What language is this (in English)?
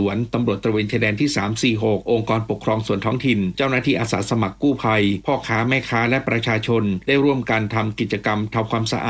Thai